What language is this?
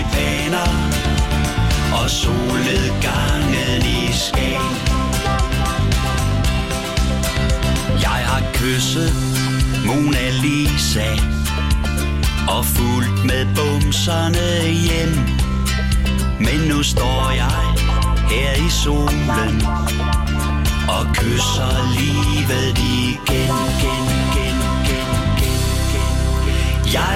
Danish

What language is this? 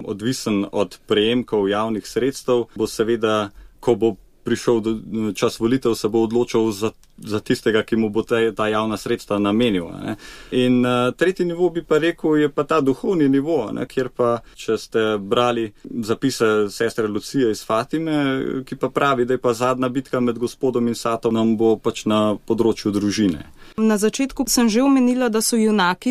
Slovenian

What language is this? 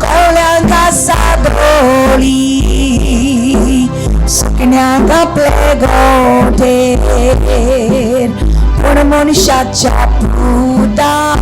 Konkani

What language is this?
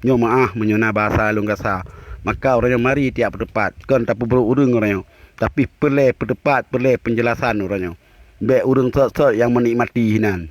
Achinese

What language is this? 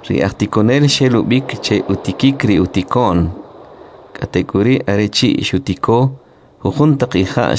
Kʼicheʼ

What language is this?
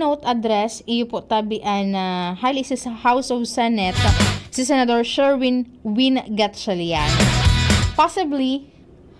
Bikol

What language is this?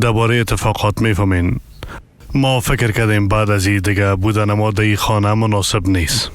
Persian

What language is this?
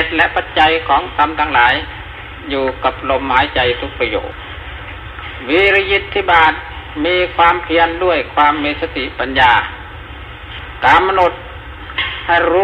Thai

